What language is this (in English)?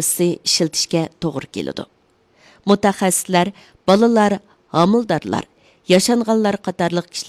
Uyghur